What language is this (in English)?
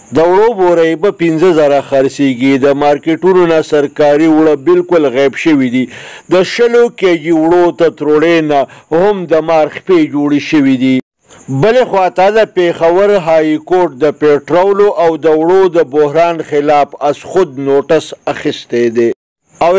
Pashto